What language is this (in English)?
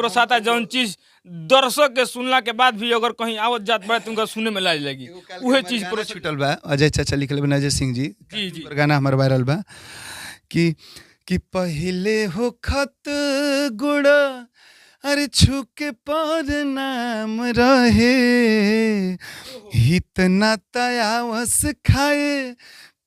Bhojpuri